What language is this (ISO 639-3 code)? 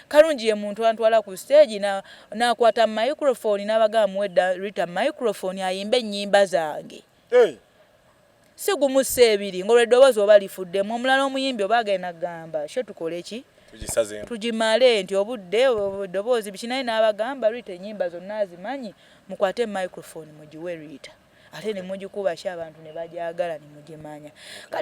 lug